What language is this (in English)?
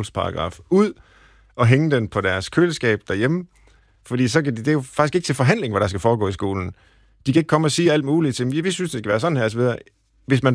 Danish